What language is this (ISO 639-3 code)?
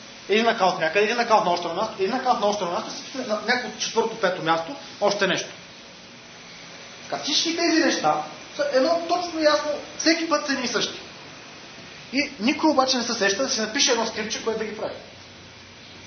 bul